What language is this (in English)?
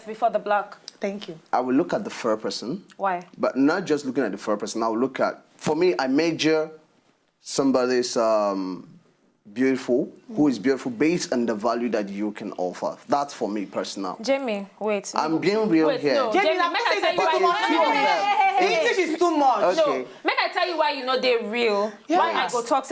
Nigerian Pidgin